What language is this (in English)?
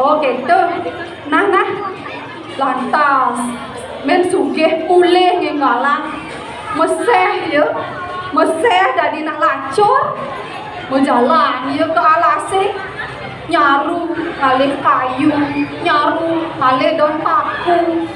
Balinese